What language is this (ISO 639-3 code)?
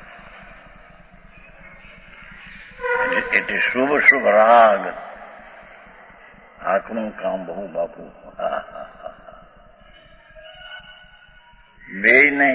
guj